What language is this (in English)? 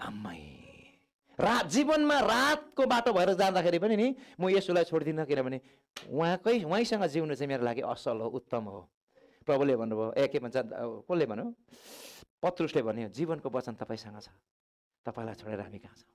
Nepali